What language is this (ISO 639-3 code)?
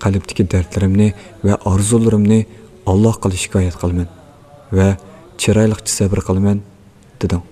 uig